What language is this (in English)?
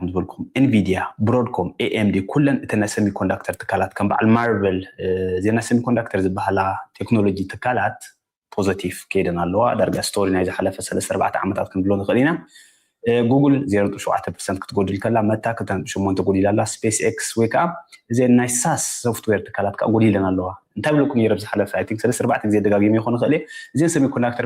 Tigrinya